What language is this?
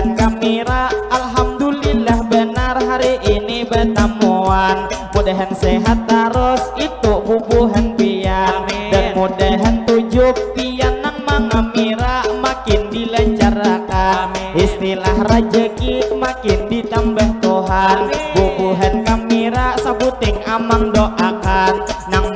Banjar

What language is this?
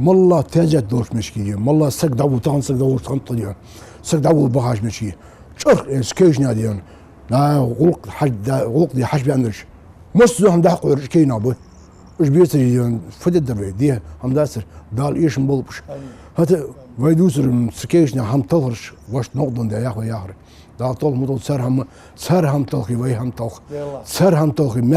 Ingush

